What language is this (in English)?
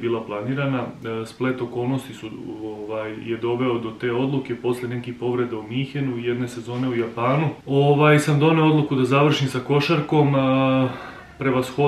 Serbian